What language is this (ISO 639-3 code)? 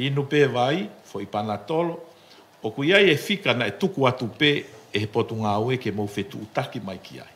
ton